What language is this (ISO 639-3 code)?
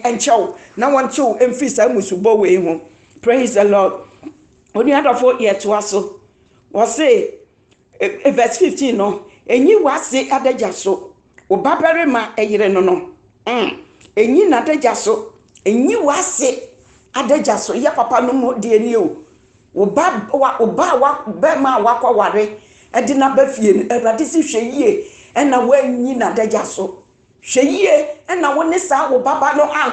aka